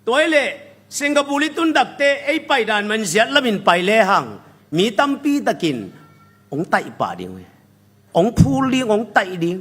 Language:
Tedim Chin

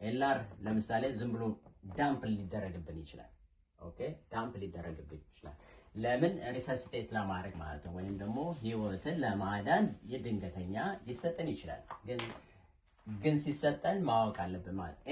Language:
Amharic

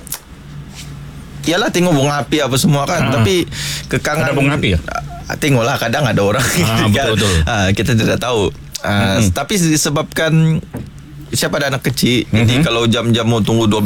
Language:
Malay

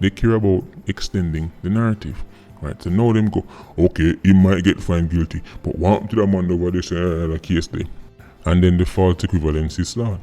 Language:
Jamaican Creole English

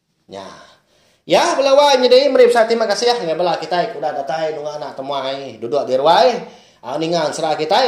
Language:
Iban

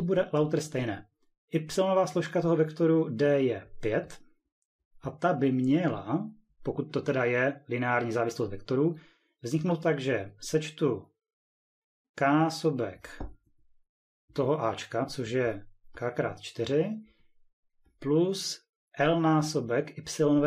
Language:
Czech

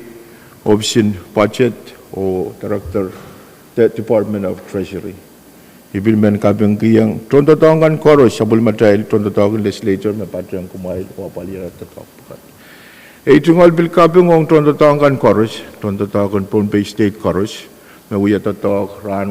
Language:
Pohnpeian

